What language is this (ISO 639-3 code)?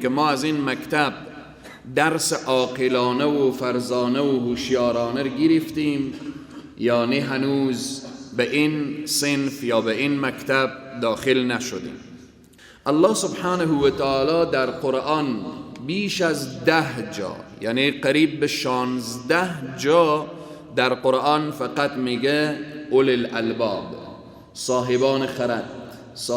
fas